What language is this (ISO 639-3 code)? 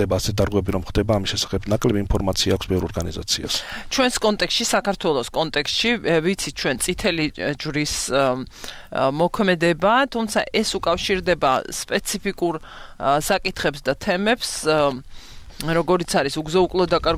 kat